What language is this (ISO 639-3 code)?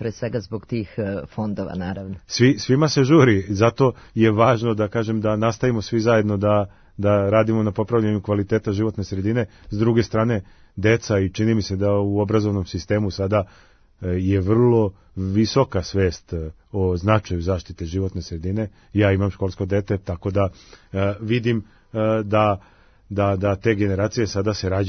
srp